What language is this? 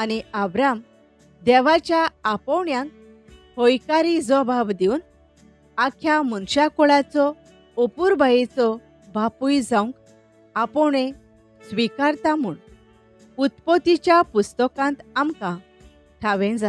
Konkani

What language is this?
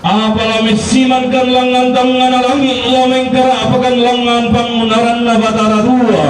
Toraja-Sa'dan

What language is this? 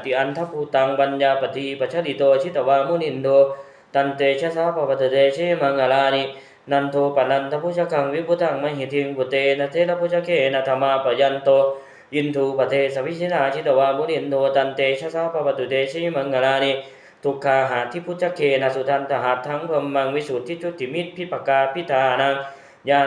Pali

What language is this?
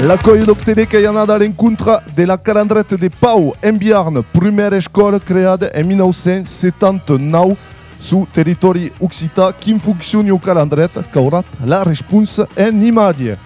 Occitan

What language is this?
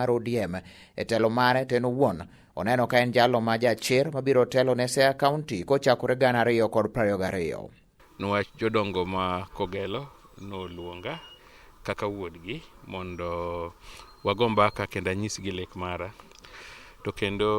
Luo (Kenya and Tanzania)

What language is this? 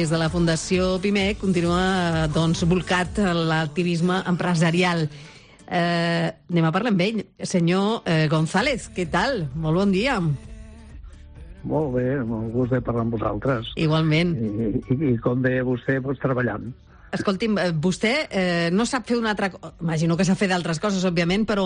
Catalan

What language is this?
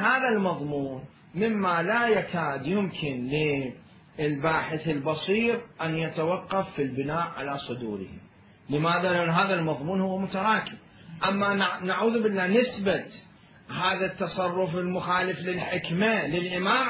Mesopotamian Arabic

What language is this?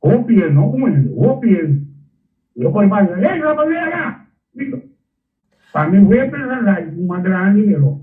Papiamento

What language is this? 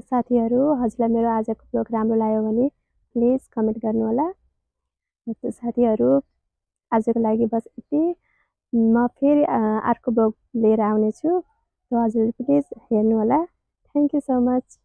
Nepali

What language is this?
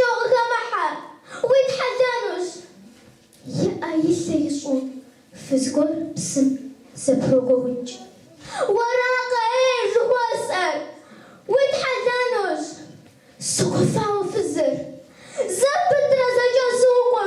Kabardian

